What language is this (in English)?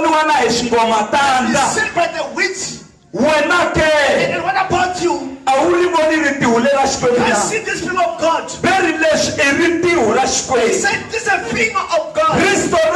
Tsonga